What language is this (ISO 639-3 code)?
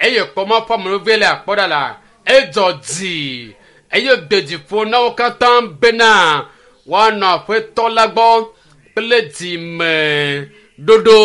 ewe